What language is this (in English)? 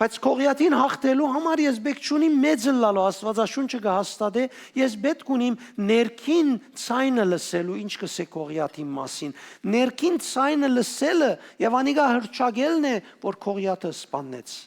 Western Armenian